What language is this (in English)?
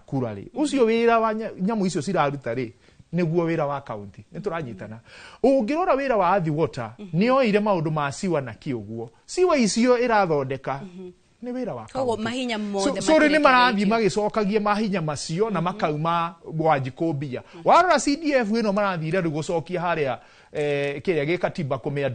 Kikuyu